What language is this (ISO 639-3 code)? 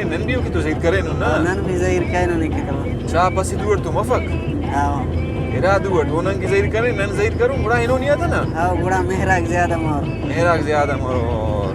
brh